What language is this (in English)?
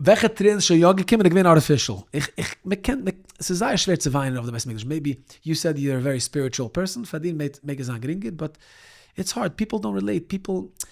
Yiddish